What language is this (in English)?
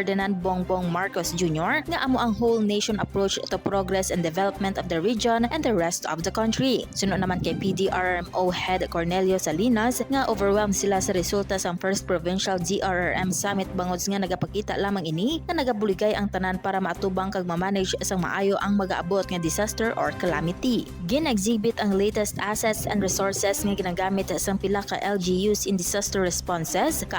Hiligaynon